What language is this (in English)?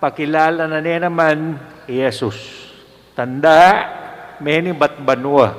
Pampanga